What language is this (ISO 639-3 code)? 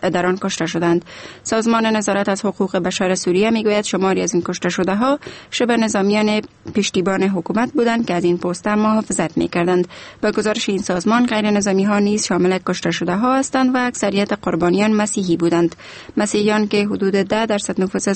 fas